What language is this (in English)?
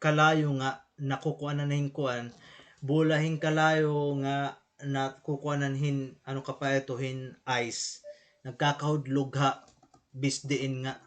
Waray